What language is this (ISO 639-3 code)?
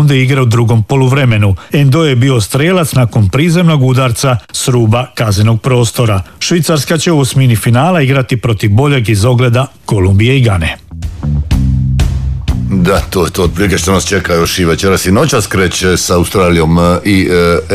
hrv